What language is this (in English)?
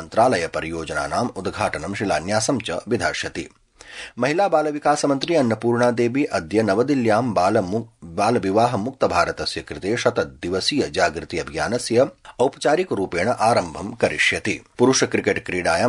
Sanskrit